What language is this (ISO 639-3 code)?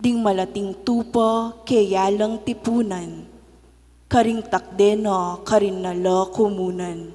pam